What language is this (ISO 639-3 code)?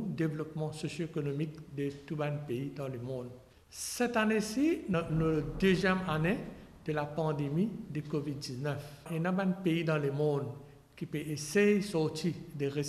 mfe